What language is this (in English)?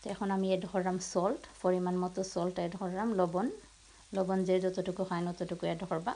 Sylheti